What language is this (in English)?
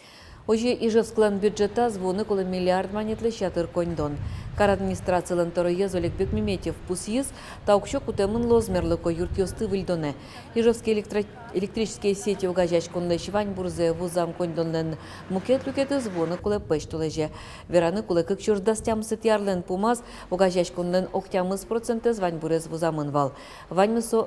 Udmurt